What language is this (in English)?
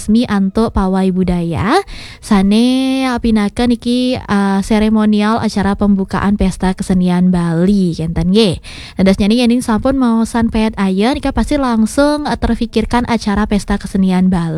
Balinese